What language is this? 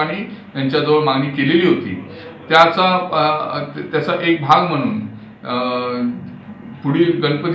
Marathi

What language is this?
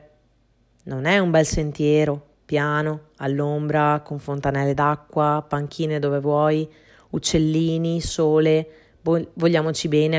Italian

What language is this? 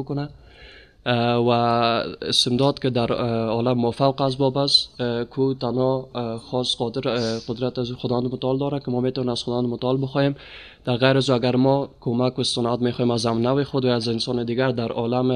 Persian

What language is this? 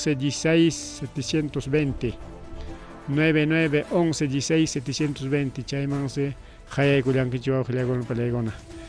Ayacucho Quechua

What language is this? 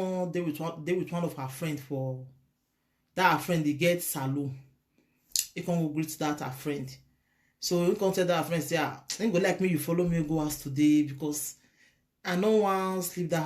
Nigerian Pidgin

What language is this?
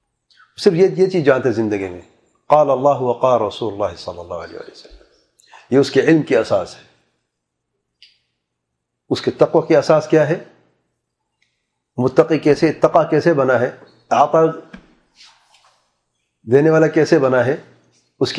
Urdu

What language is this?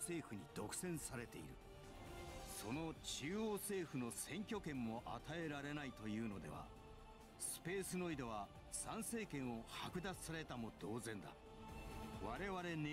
Japanese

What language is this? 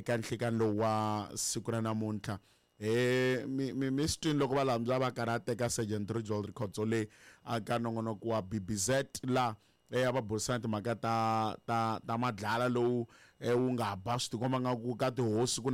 Tsonga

